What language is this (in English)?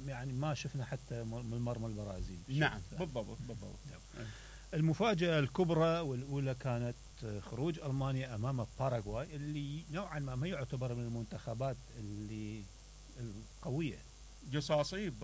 Mesopotamian Arabic